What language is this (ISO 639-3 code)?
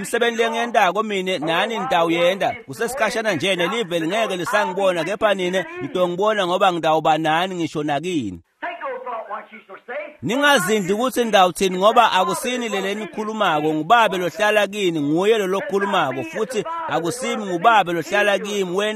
ssw